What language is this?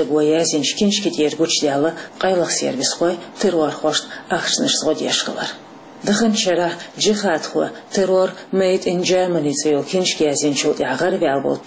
Chechen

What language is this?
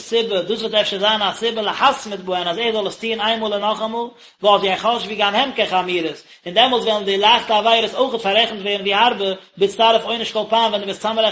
Yiddish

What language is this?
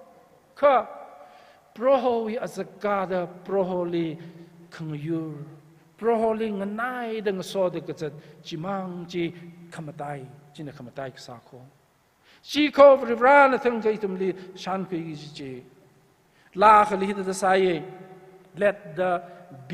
Tangkhul Naga (India)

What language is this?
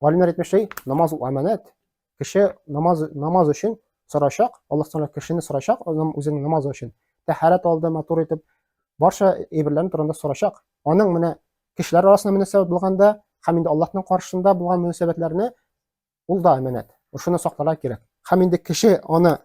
Tatar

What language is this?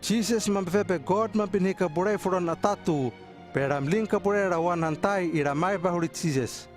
Hano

